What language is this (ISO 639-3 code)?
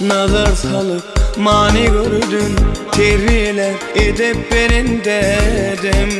tuk